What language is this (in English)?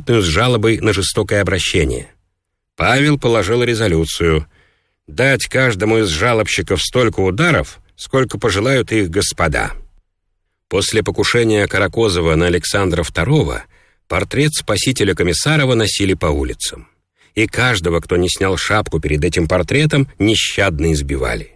Russian